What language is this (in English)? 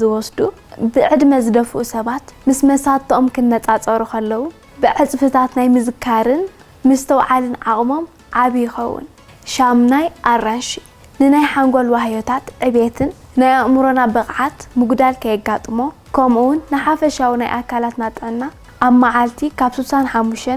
Tigrinya